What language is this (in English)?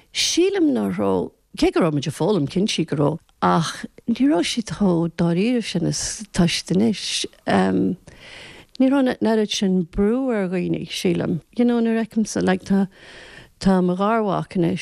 Irish